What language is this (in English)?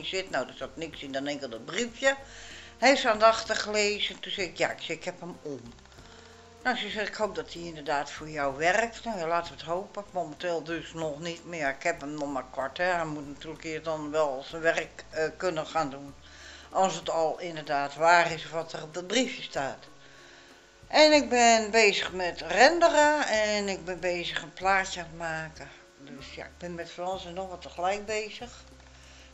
Dutch